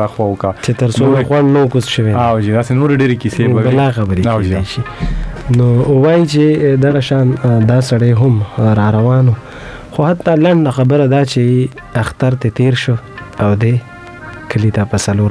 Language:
Pashto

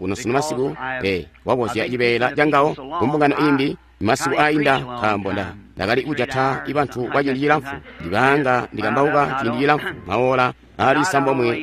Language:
Tonga (Zambia)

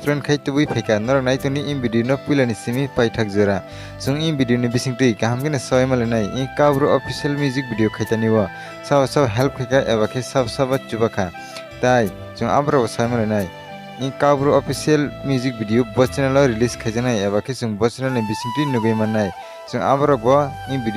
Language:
Kok Borok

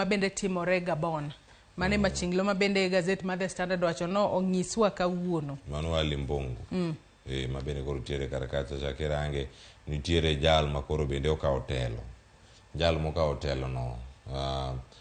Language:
Luo (Kenya and Tanzania)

